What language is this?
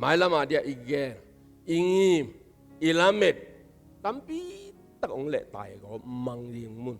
Tedim Chin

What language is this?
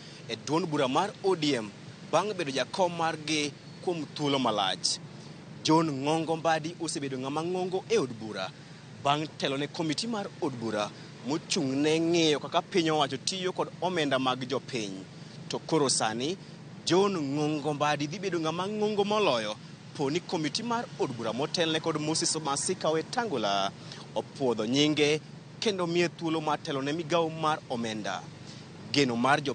Luo (Kenya and Tanzania)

